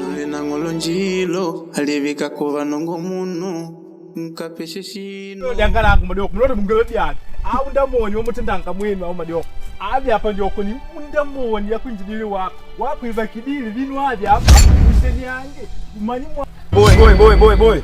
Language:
Makonde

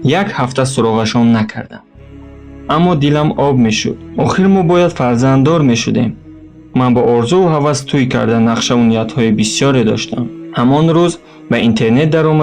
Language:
Tajik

